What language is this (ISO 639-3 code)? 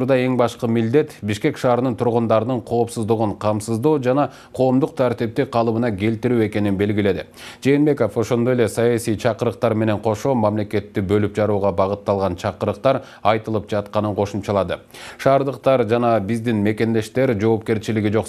kir